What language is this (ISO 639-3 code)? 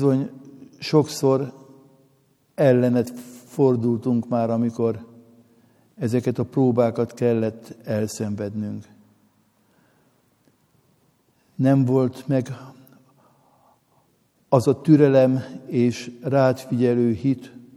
hun